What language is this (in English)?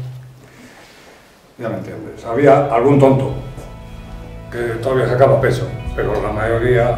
Spanish